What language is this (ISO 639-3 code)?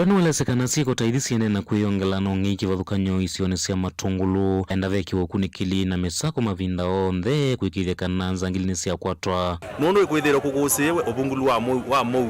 kam